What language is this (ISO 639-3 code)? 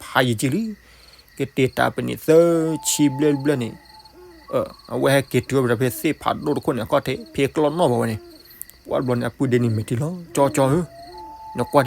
ksw